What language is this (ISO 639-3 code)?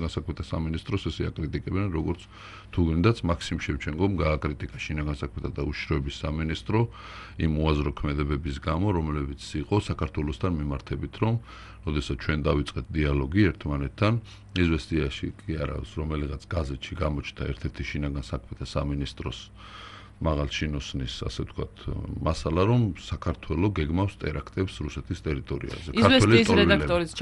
kat